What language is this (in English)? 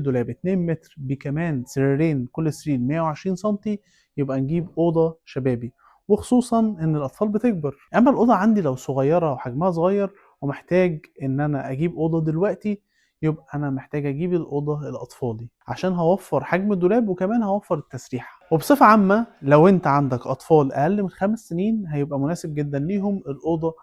Egyptian Arabic